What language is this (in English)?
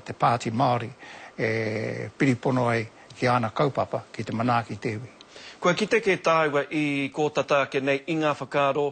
Māori